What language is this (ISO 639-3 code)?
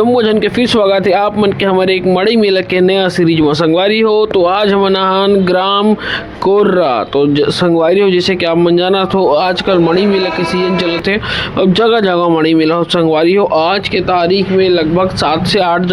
hne